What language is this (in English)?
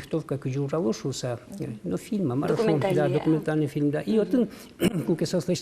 Udmurt